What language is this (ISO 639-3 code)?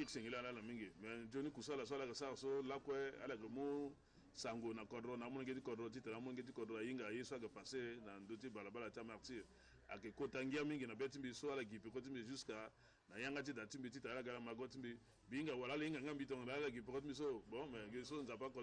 sag